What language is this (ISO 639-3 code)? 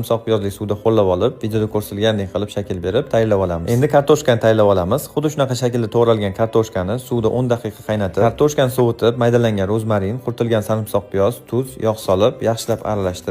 uzb